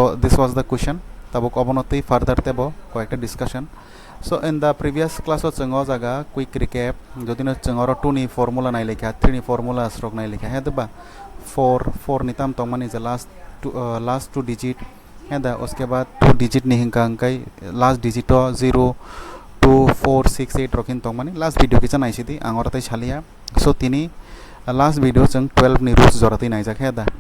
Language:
Kok Borok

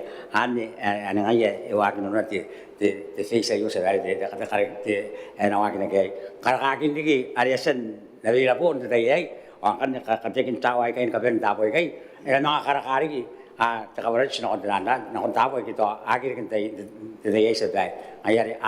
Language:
Gilbertese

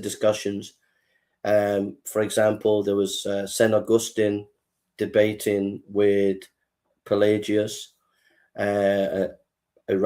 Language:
English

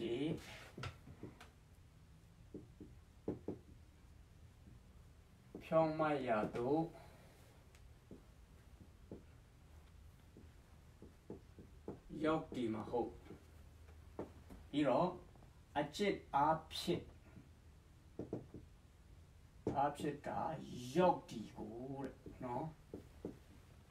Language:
Burmese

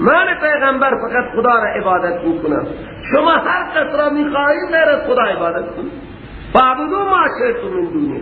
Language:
Persian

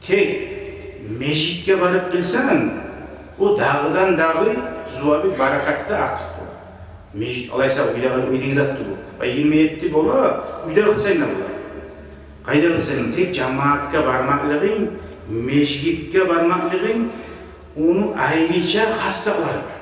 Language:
Kumyk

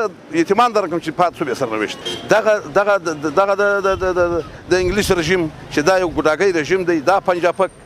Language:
Pashto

